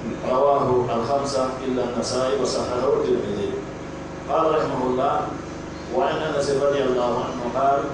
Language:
Pular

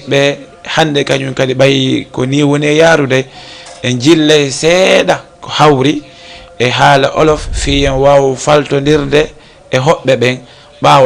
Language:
Fula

